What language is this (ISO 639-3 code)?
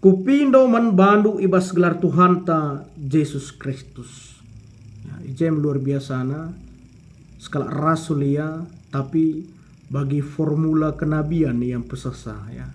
btx